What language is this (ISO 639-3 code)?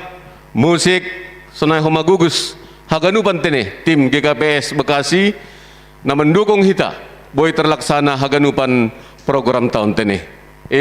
bts